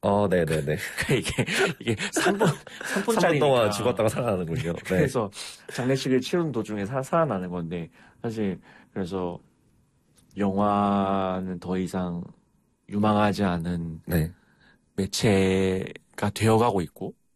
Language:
Korean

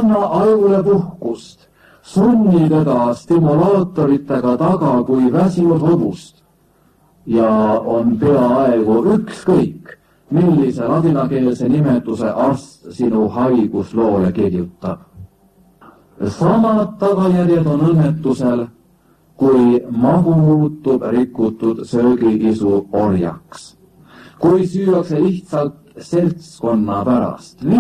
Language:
Estonian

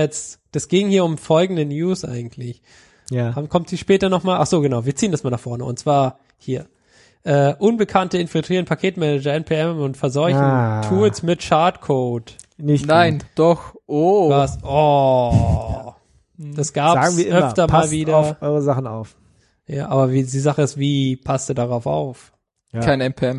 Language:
German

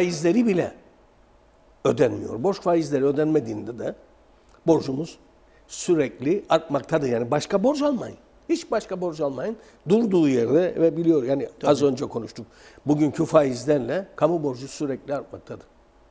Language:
Turkish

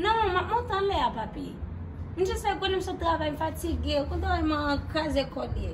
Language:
Haitian Creole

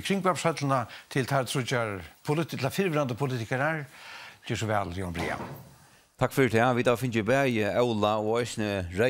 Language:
Faroese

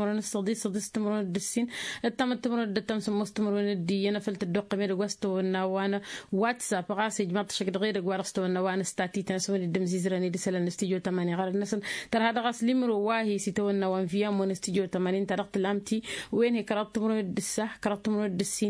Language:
Tamasheq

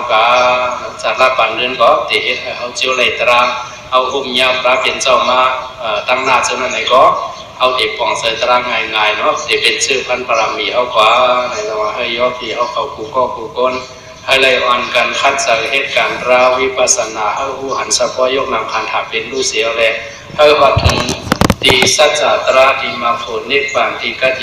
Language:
Shan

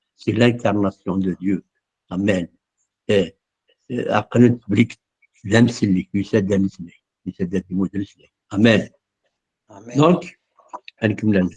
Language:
Kabyle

